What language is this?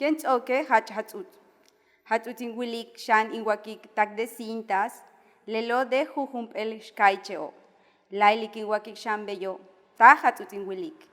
Yucateco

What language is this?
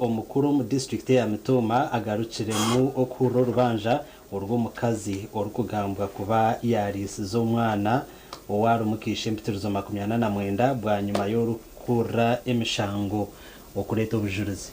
Nyankole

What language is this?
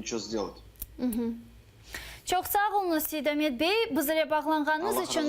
Crimean Tatar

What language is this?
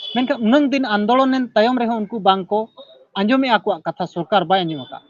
Santali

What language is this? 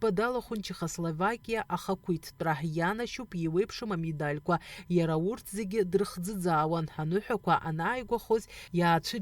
Abkhazian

